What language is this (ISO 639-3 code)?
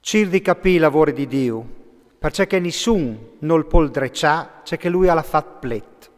fur